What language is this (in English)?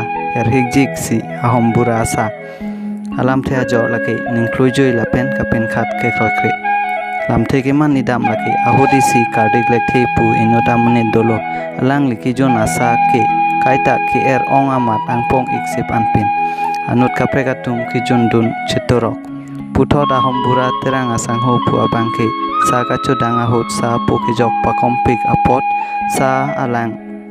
Karbi